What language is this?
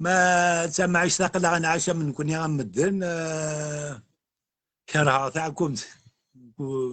Kabyle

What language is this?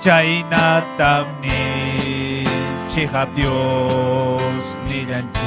Ayacucho Quechua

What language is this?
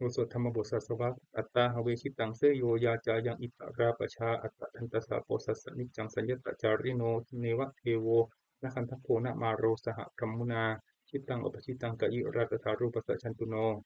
Pali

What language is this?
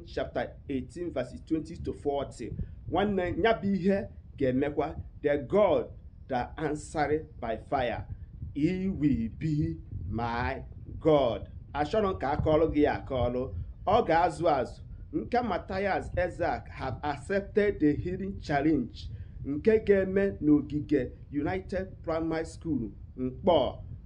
Igbo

